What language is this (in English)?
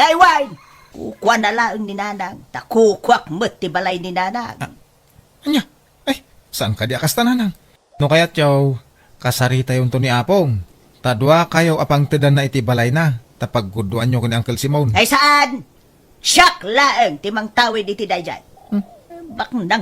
Iloko